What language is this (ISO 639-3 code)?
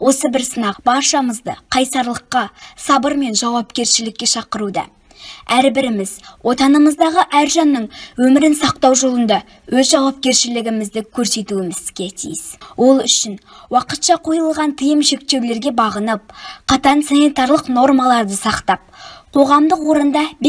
kaz